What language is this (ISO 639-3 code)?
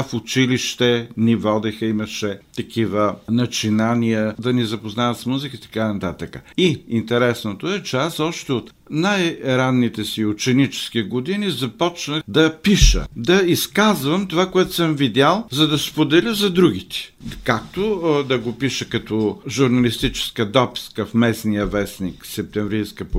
bul